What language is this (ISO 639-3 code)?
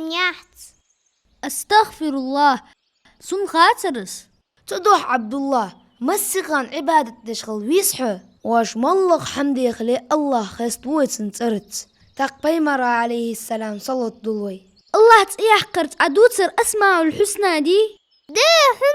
inh